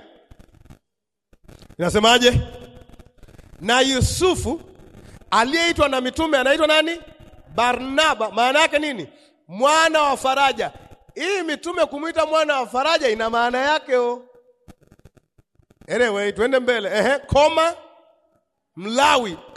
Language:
Swahili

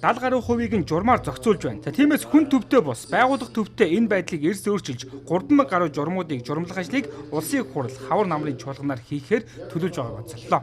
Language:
Mongolian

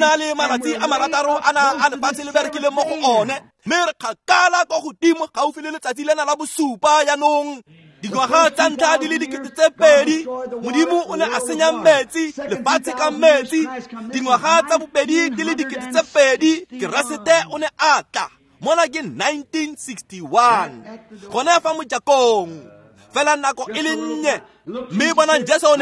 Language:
Tswana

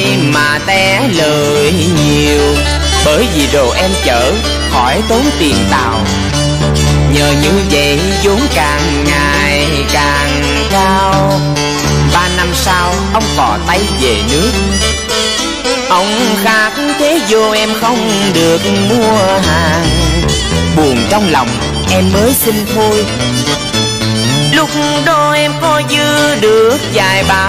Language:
Vietnamese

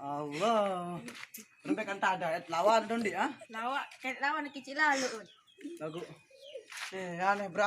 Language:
Sasak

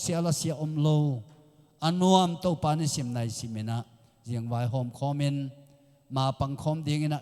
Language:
Tedim Chin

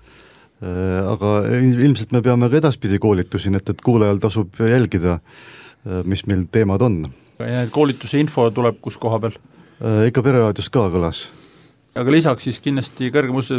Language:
Estonian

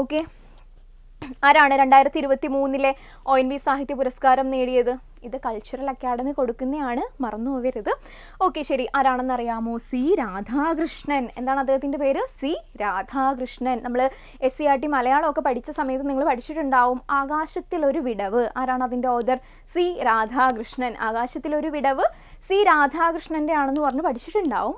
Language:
Malayalam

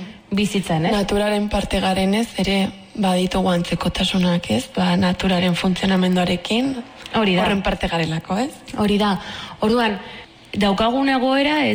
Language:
Basque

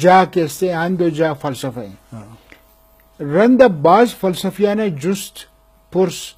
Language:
Eastern Balochi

